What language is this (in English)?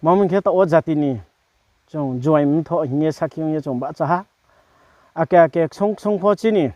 Riang (India)